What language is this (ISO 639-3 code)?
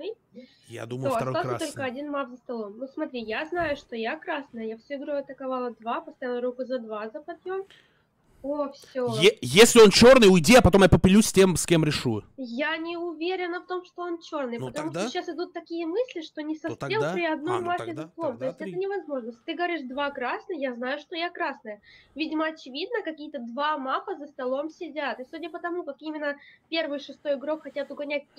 rus